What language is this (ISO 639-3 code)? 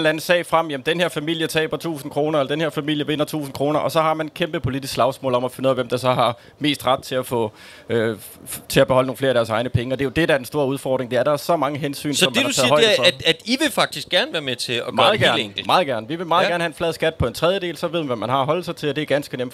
dan